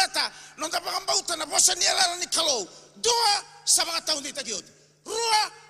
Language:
Fijian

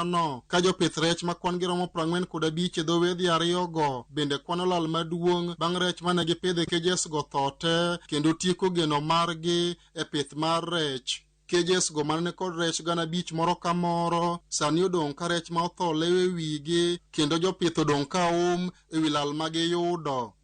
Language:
Luo (Kenya and Tanzania)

